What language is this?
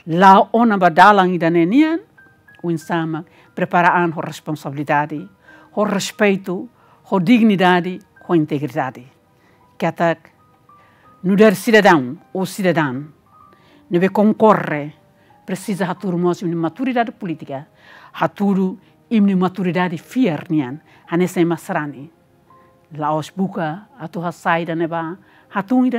Tetum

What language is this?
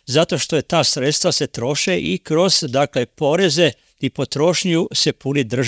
Croatian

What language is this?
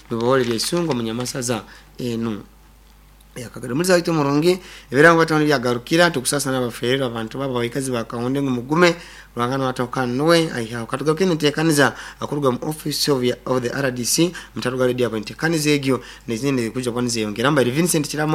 Nyankole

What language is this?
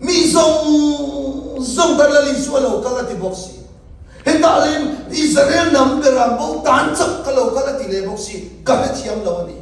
Mizo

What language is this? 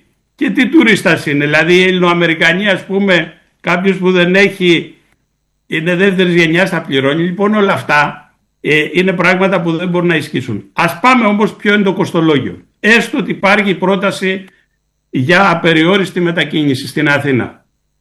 Greek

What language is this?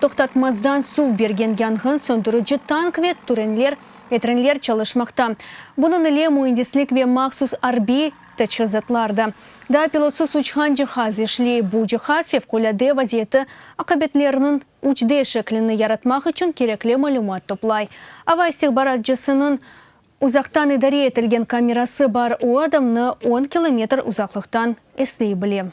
Crimean Tatar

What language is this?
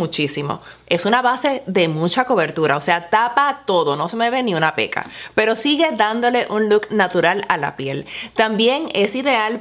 Spanish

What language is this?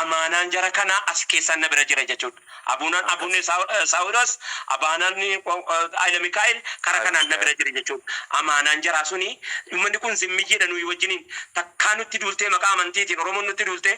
Oromo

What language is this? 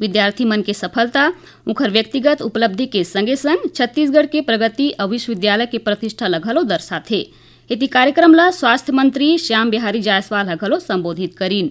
Chhattisgarhi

